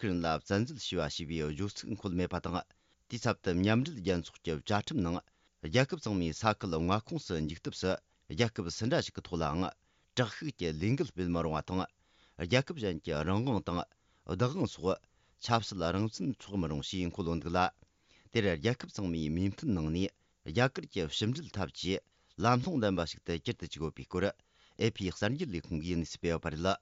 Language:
Tibetan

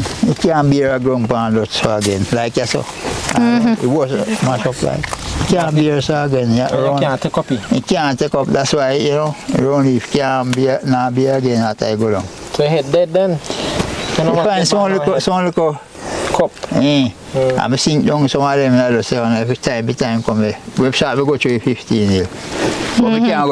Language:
Jamaican Creole English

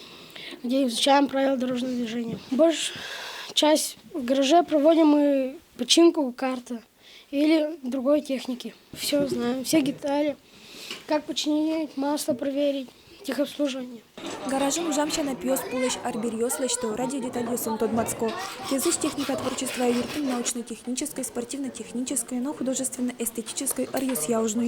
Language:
Udmurt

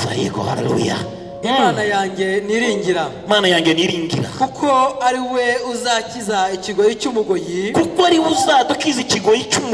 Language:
Kinyarwanda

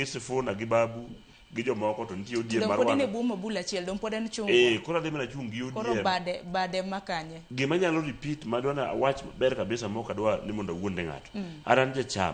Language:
Luo (Kenya and Tanzania)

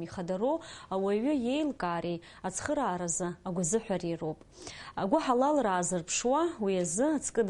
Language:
Abkhazian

